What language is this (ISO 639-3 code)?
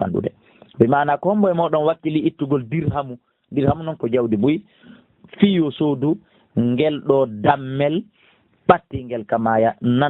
ful